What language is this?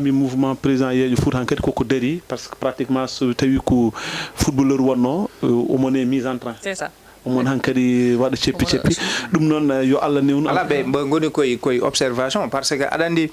Fula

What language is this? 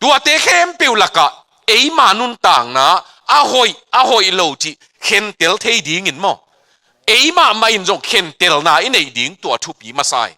Tedim Chin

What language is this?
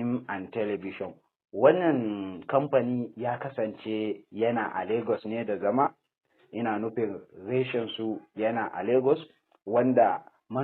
Hausa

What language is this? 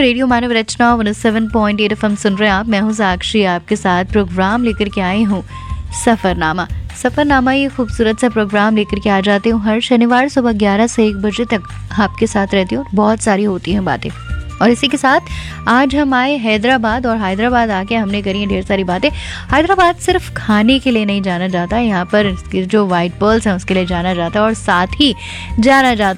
Hindi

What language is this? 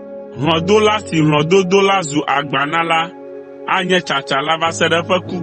Ewe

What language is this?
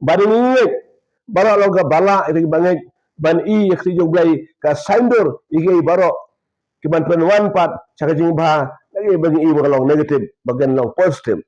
Khasi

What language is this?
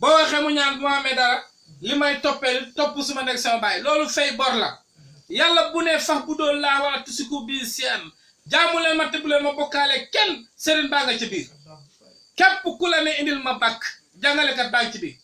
Wolof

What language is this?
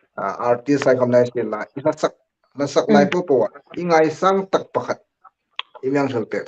Hmar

